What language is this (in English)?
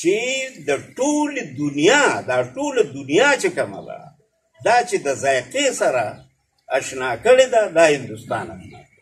Pashto